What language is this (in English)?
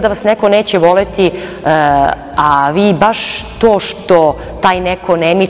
Serbian